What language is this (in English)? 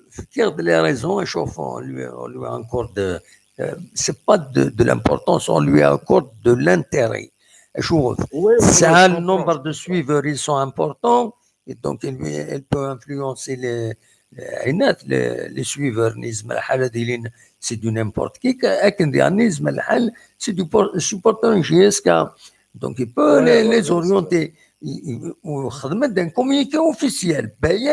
Kabyle